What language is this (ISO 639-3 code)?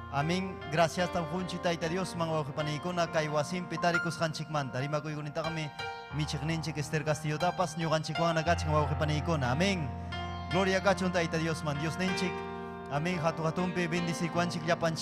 quy